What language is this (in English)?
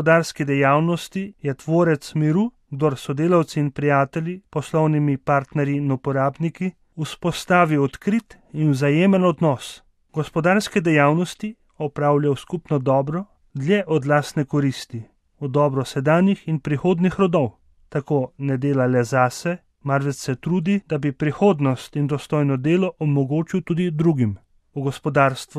Slovenian